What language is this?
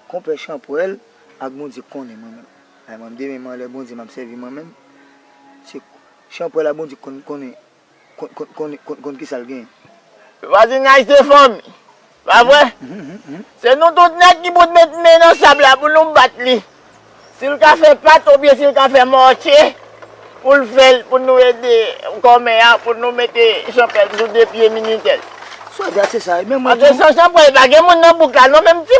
Haitian Creole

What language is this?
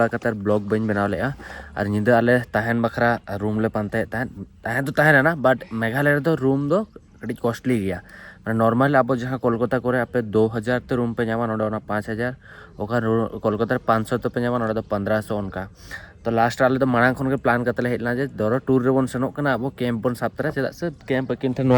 Santali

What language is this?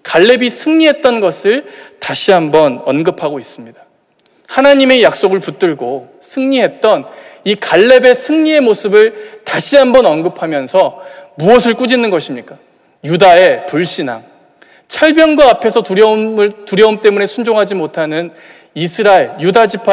Korean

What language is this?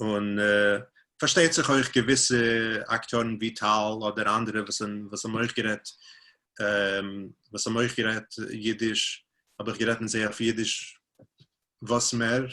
Yiddish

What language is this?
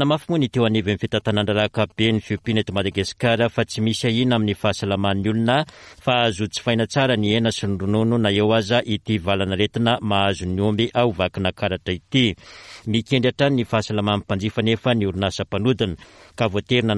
Malagasy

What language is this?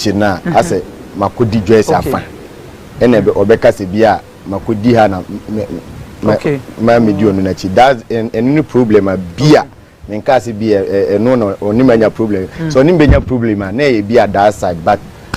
Akan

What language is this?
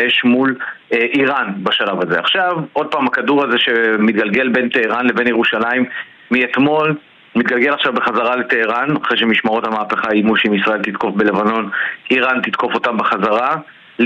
Hebrew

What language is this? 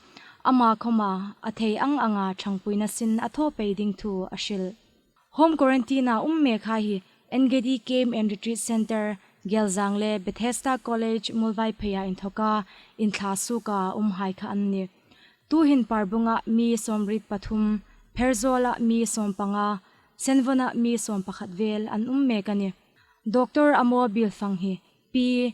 Hmar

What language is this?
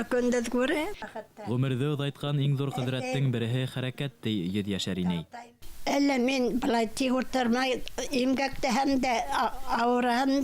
Bashkir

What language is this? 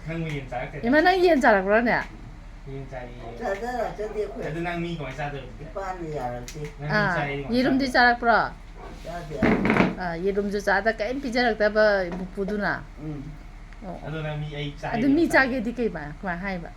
Manipuri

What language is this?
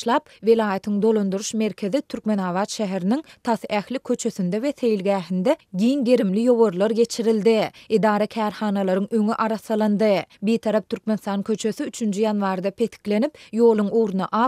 Turkmen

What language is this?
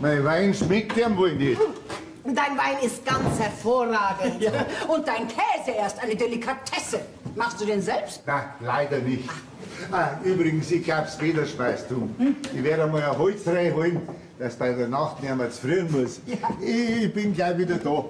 Bavarian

